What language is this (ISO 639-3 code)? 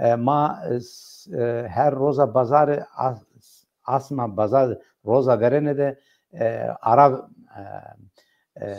zza